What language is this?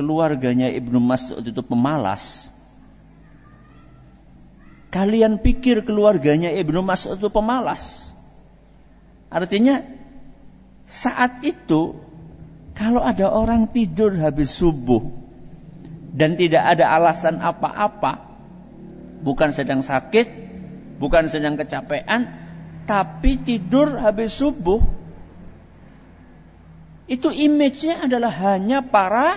Indonesian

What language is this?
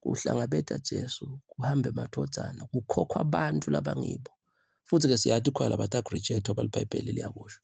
Zulu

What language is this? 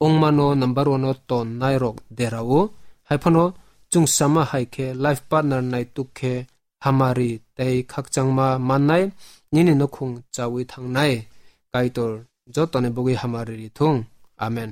Kok Borok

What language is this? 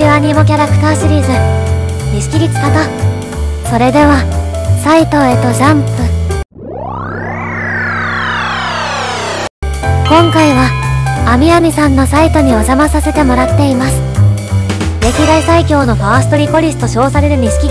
Japanese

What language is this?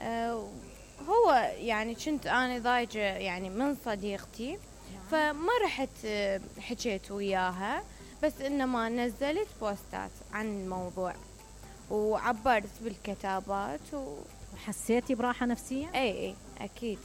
Mesopotamian Arabic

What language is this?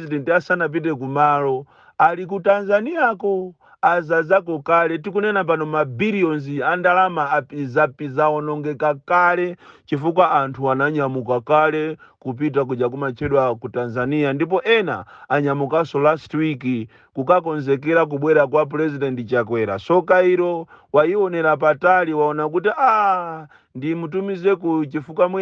Nyanja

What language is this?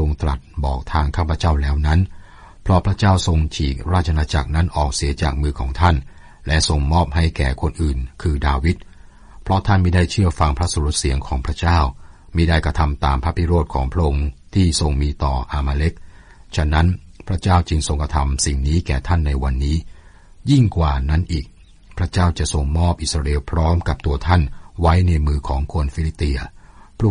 Thai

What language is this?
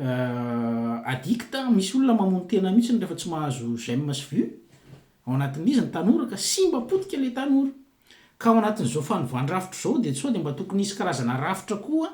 Malagasy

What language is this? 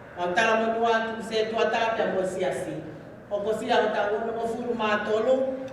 Tongan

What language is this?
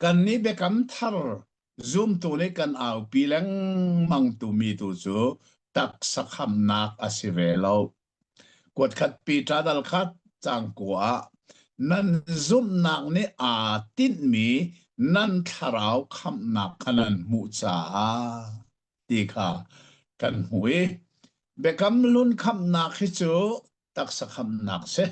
Hakha Chin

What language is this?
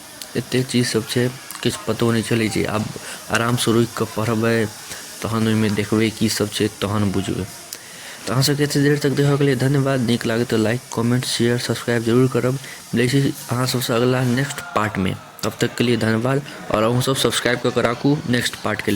Maithili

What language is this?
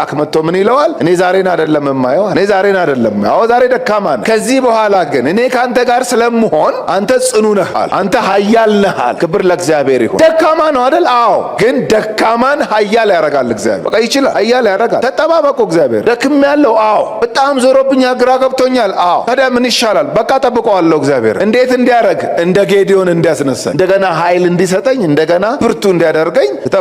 Amharic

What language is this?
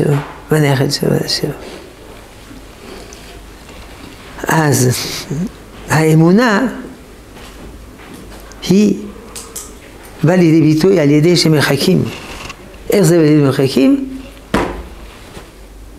Hebrew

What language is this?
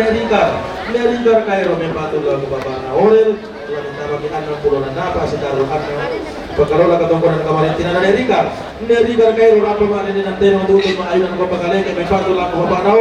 Toraja-Sa'dan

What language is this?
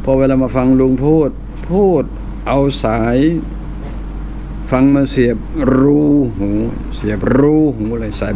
Thai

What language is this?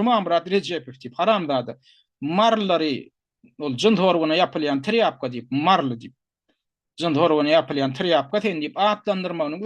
Turkmen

